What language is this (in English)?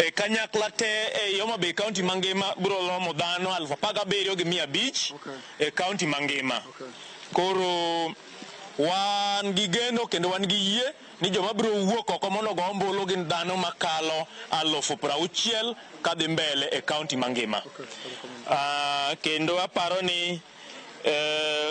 Luo (Kenya and Tanzania)